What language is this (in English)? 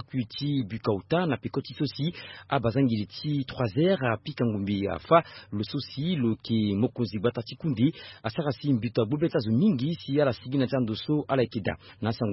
Sango